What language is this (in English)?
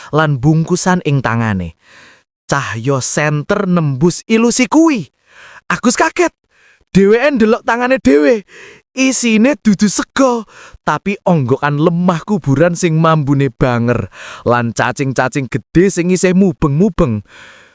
Javanese